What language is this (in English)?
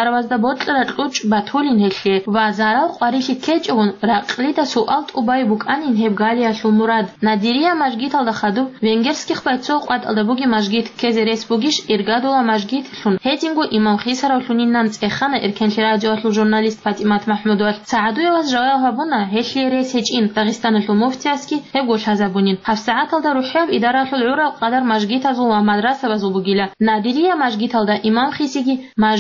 Avaric